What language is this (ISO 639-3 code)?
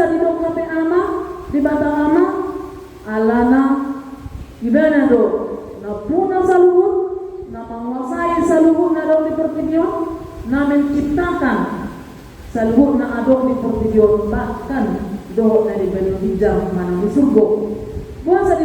bbc